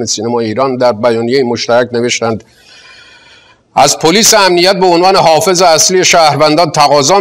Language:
Persian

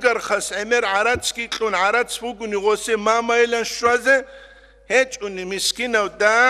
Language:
Avaric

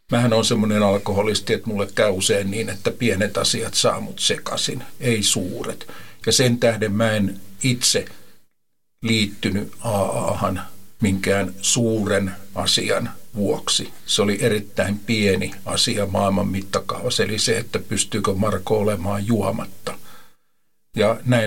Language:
Finnish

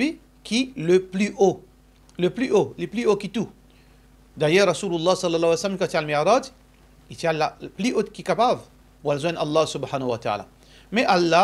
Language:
Morisyen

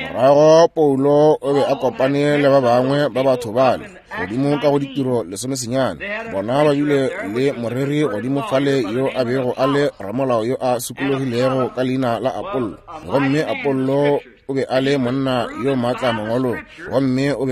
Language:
Northern Sotho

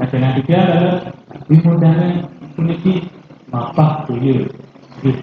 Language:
Balinese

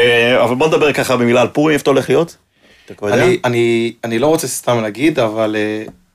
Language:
Hebrew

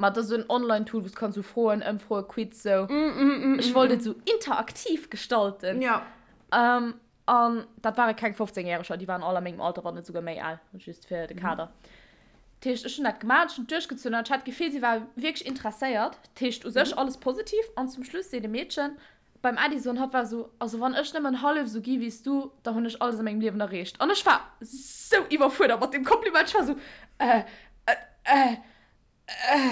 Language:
Luxembourgish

